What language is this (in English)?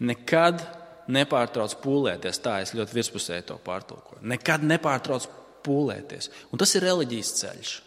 Latvian